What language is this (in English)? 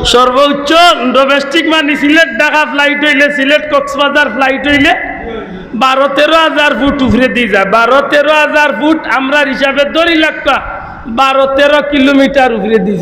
Sylheti